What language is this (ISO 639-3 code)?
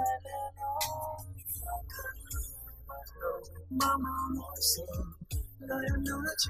vie